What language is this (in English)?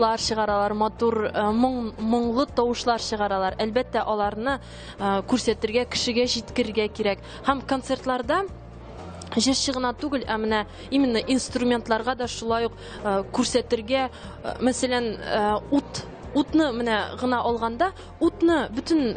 Tatar